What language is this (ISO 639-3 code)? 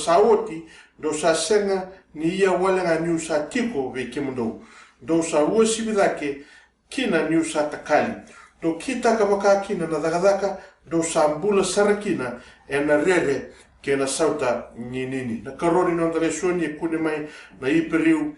fij